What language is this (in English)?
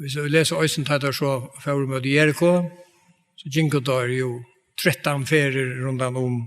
Faroese